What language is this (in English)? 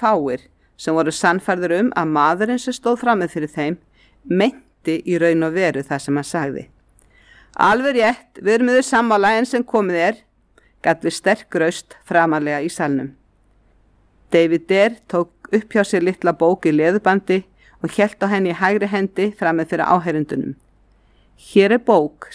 Icelandic